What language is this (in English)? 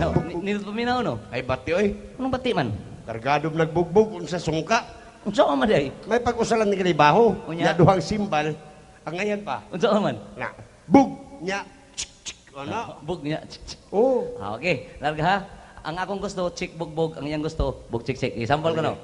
Cebuano